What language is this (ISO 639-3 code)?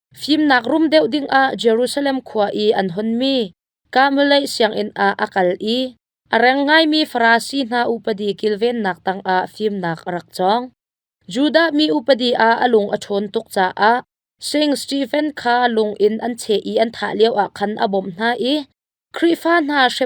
cnh